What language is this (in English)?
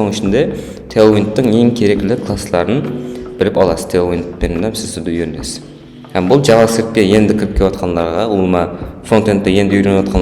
Kara-Kalpak